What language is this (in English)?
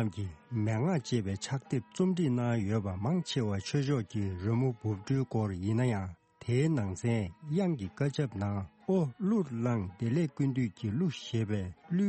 Tibetan